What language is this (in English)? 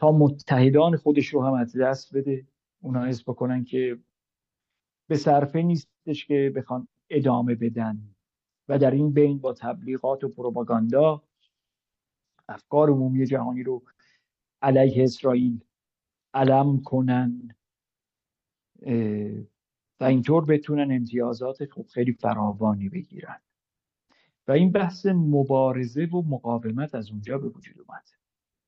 Persian